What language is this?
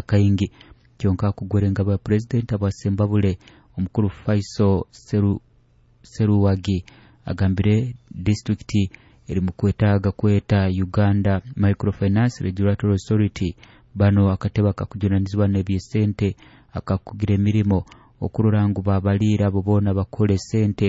Nyoro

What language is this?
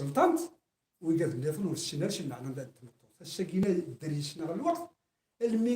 Kabyle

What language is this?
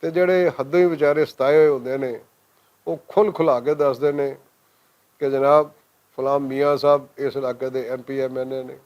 Western Panjabi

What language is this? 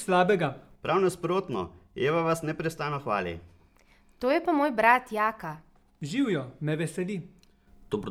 Slovenian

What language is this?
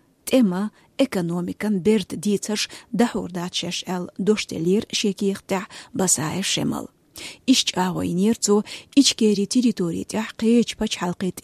Chechen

